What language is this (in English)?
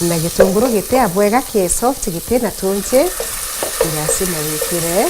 Meru